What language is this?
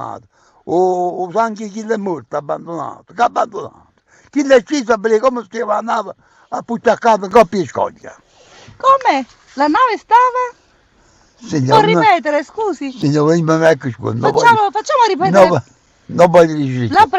Neapolitan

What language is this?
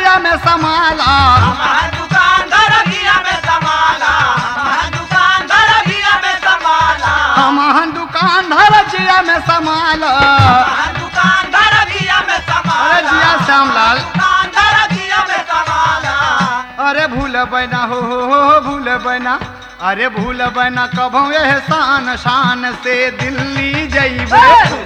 Bhojpuri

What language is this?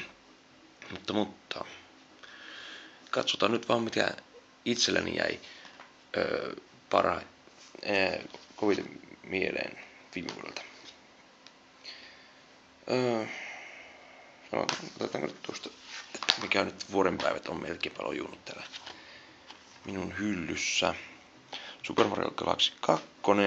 Finnish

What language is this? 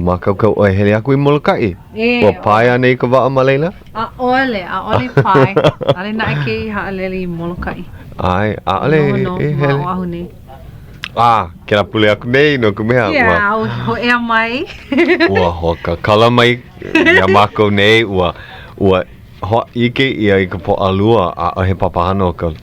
Hawaiian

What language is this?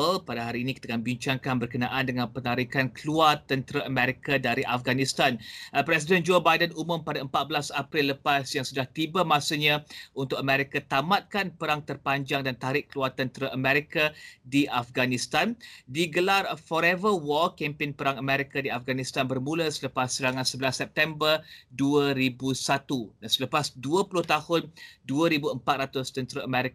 Malay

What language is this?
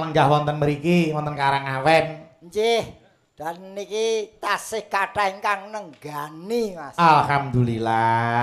Javanese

